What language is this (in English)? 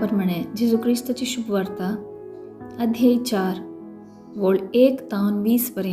Konkani